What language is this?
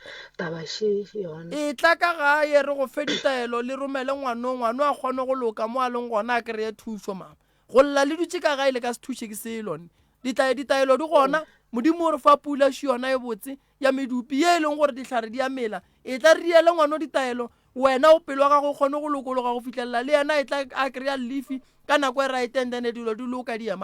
Northern Sotho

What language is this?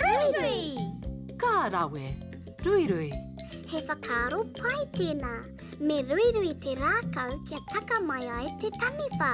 Māori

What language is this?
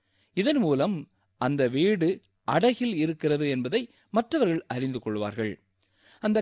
Tamil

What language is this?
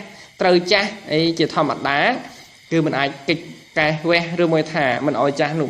Khmer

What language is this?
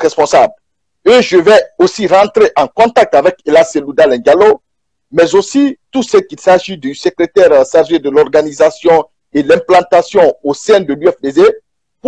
French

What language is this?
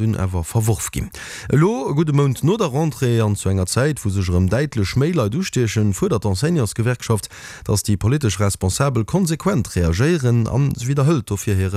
Luxembourgish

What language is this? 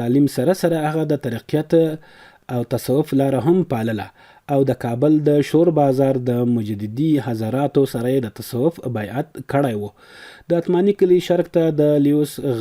Pashto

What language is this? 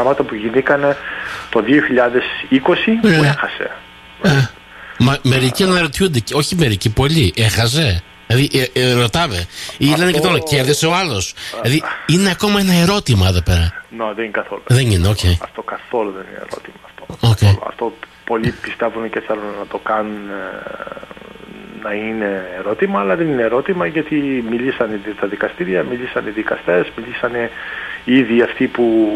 Greek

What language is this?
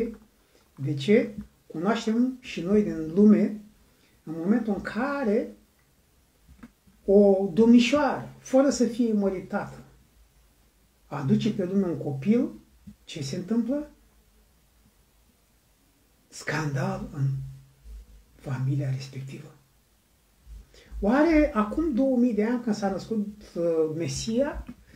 Romanian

